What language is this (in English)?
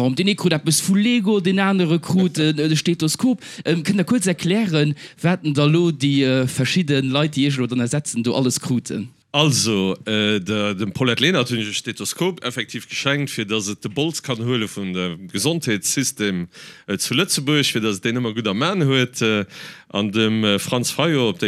Luxembourgish